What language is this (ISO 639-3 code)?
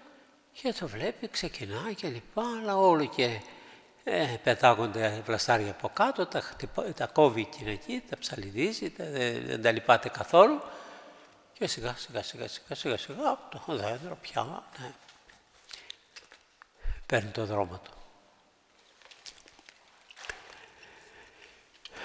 ell